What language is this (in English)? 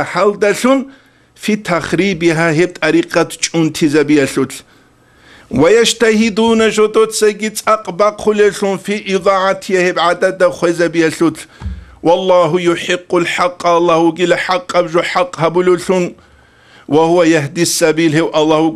Avaric